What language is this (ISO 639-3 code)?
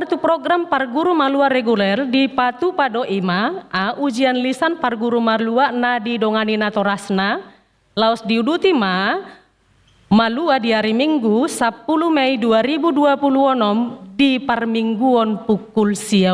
bbc